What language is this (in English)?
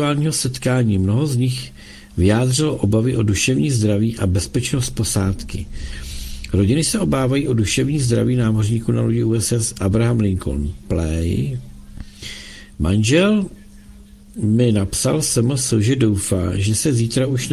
Czech